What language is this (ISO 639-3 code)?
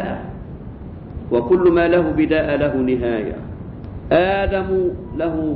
arz